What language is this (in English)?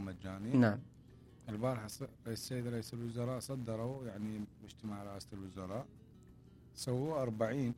Mesopotamian Arabic